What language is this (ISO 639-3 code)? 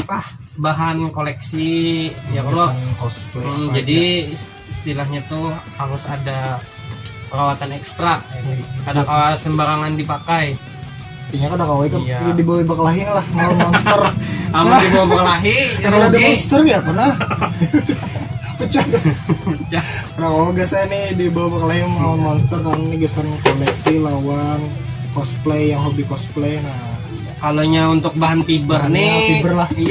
bjn